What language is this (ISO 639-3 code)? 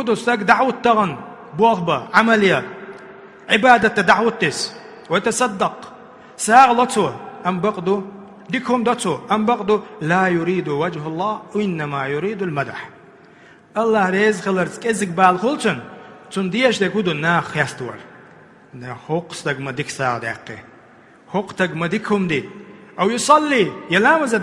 che